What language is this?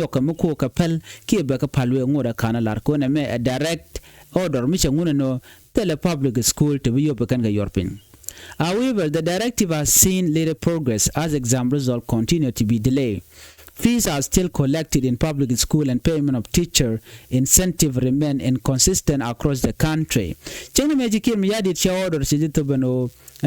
Nuer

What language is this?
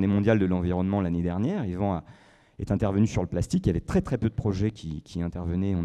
French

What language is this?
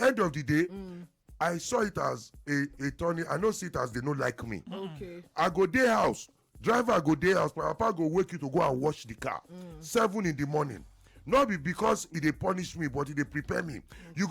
Nigerian Pidgin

